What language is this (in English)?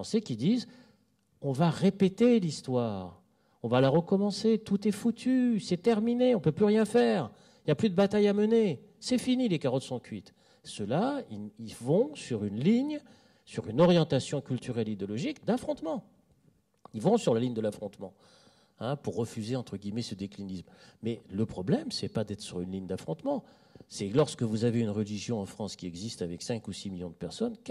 French